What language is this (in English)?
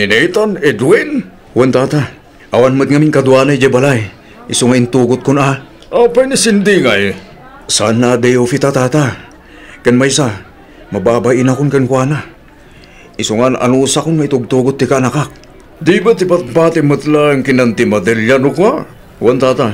Iloko